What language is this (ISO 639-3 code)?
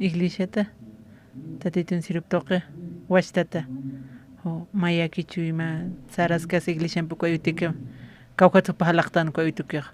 aym